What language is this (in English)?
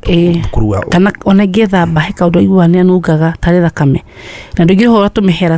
Kikuyu